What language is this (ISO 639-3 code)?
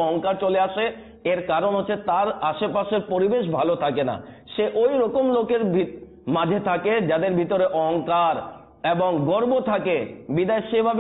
ben